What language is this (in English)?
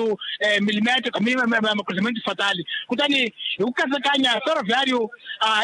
Tsonga